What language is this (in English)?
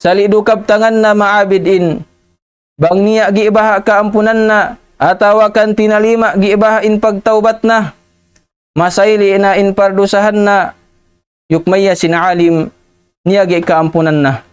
Tausug